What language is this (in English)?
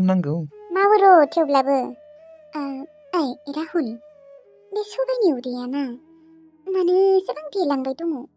Bodo